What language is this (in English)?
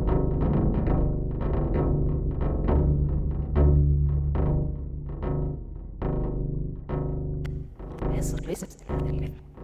Norwegian